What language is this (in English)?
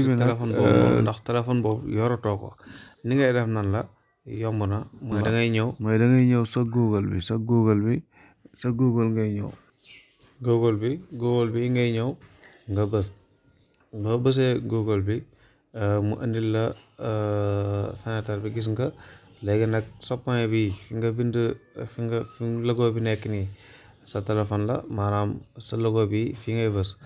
Wolof